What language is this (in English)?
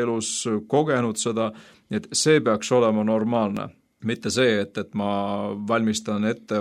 Estonian